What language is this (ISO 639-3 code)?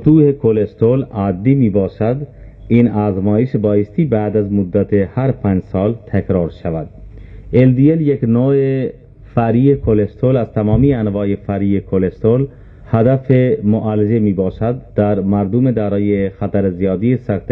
fas